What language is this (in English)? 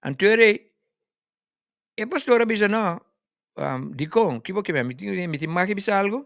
Papiamento